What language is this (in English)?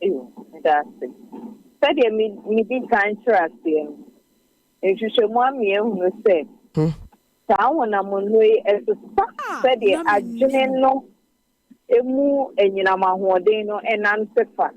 Akan